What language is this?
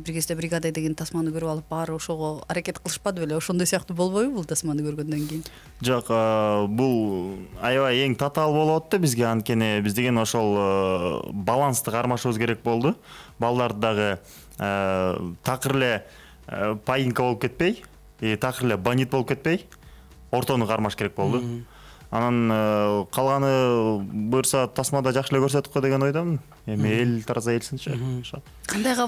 Kyrgyz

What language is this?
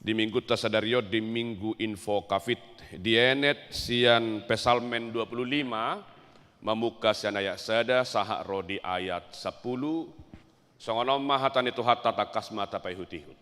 Batak Toba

